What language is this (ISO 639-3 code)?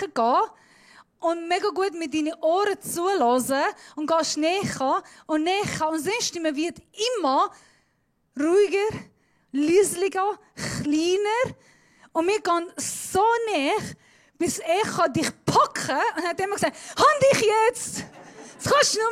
gsw